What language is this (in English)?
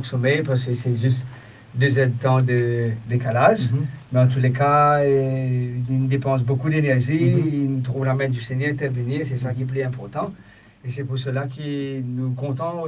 Morisyen